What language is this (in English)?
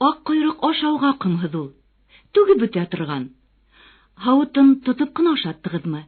Bashkir